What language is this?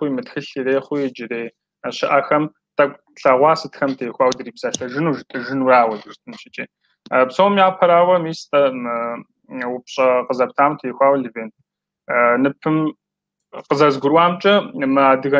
Kabardian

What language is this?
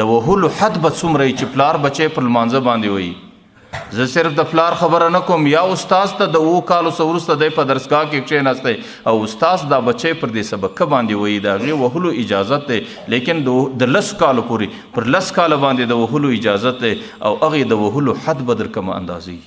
Pashto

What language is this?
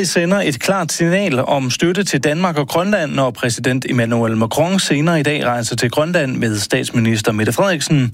Danish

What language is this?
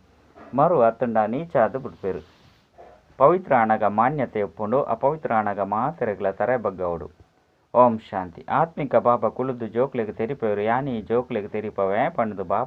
Tulu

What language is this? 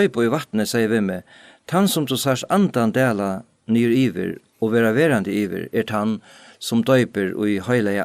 Faroese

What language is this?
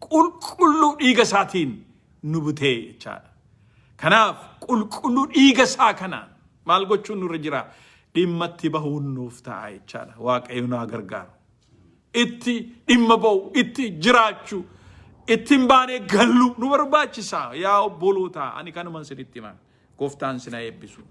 Oromo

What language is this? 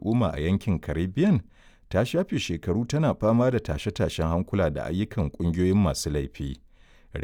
Hausa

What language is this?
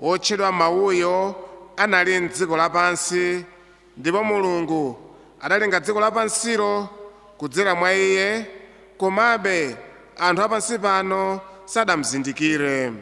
Nyanja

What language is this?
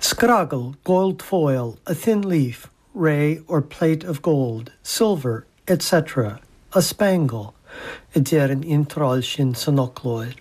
Irish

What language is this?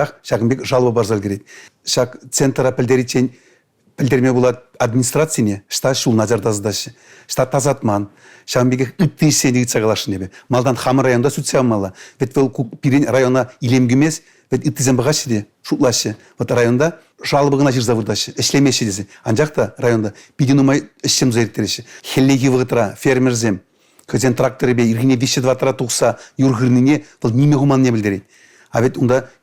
Chuvash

